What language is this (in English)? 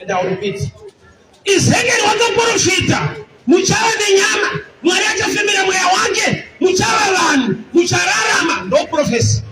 Shona